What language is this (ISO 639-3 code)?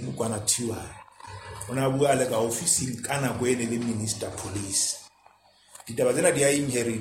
sot